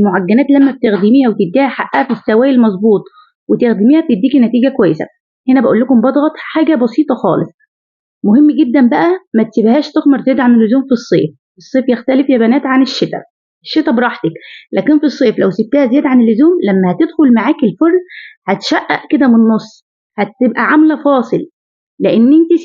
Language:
Egyptian Arabic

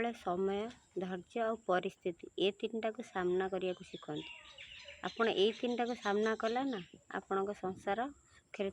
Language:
Odia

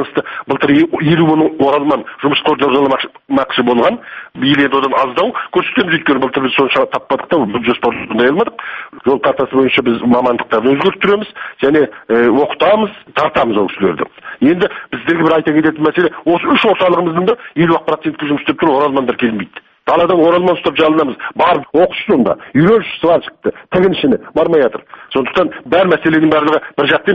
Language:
Kazakh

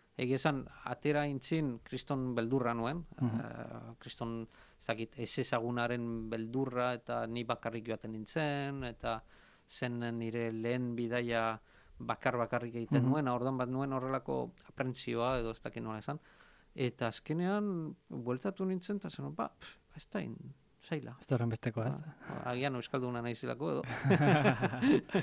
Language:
Basque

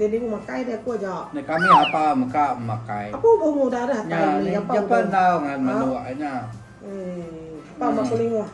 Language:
Iban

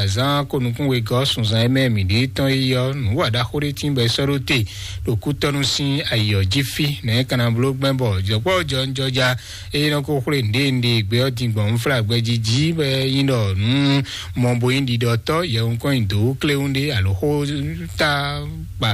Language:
Fon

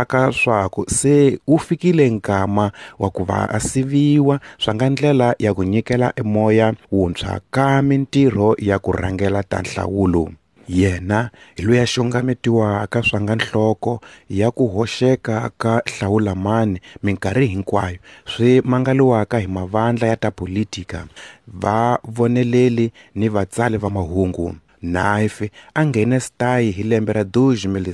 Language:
Tsonga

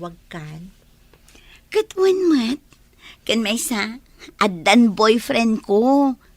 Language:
Iloko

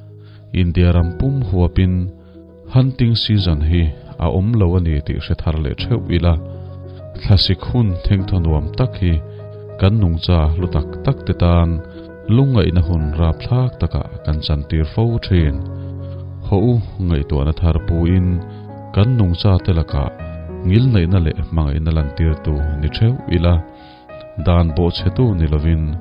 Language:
Mizo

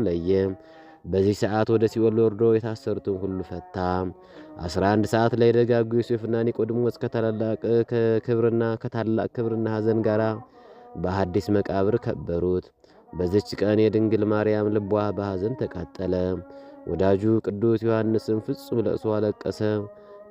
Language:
Amharic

